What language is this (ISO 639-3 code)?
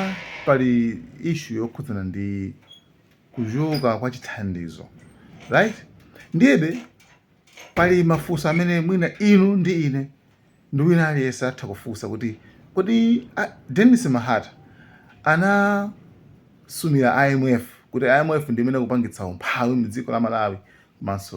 nya